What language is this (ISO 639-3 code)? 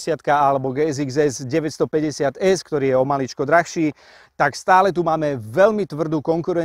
slk